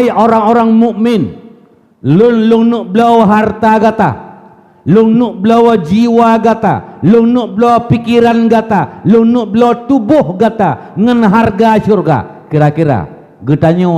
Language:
Achinese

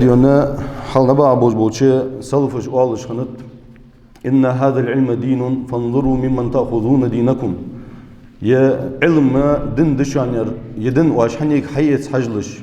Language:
Ingush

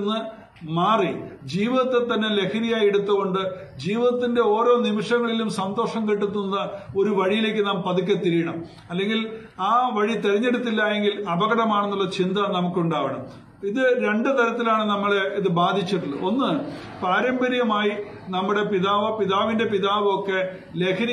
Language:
Malayalam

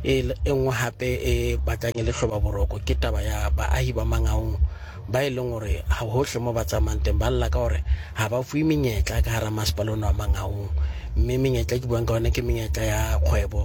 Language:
Southern Sotho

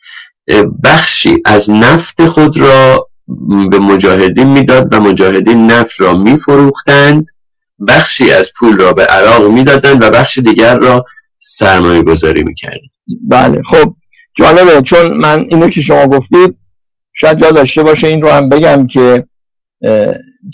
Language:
Persian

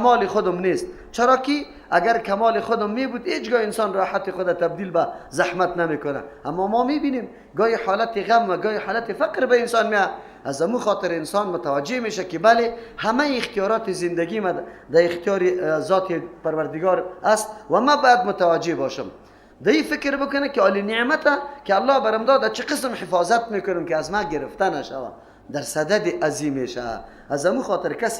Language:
Persian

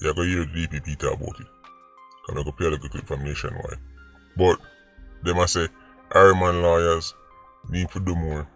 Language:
Jamaican Creole English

